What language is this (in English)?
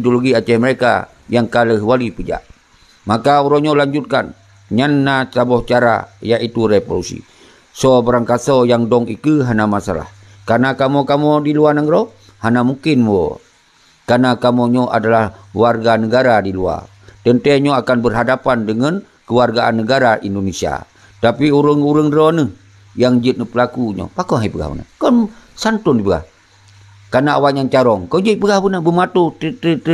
Achinese